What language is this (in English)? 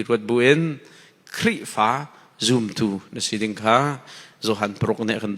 Hakha Chin